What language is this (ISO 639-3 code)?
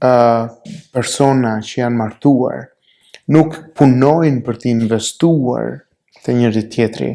sqi